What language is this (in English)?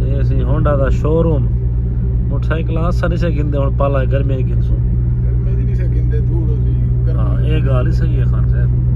Saraiki